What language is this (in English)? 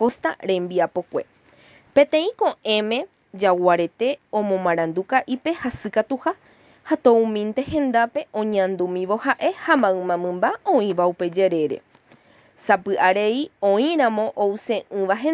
Guarani